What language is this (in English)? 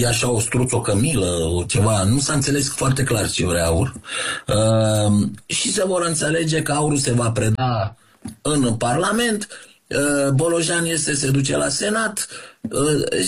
Romanian